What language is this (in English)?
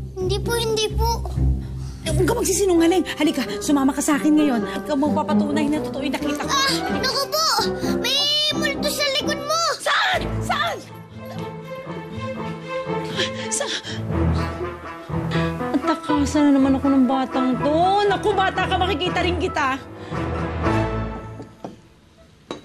Filipino